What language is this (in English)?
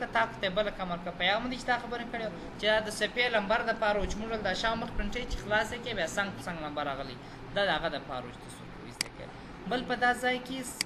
Pashto